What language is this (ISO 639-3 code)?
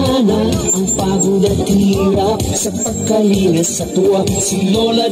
fil